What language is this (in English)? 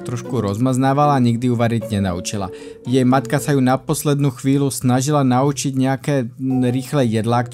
Slovak